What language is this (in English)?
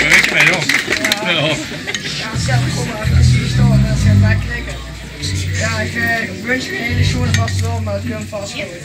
Limburgish